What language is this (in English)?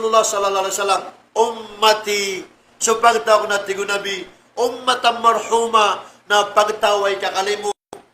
Maranao